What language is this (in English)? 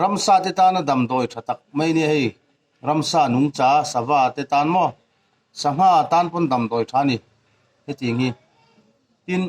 Mizo